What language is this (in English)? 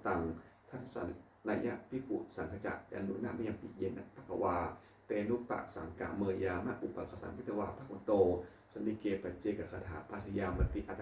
Pali